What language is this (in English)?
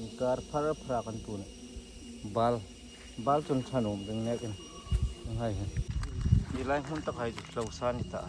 Hmar